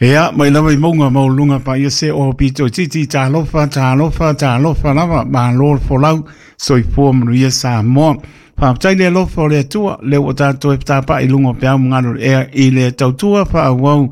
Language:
Samoan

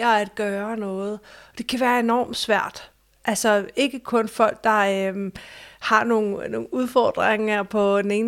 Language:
Danish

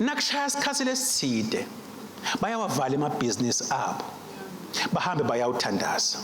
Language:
Swati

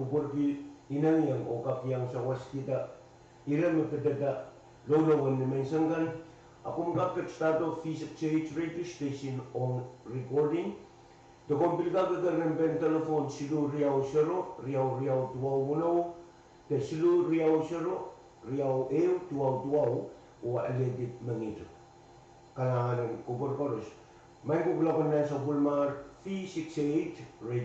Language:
Pohnpeian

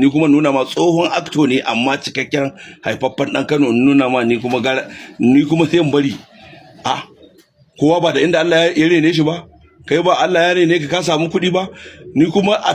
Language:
Hausa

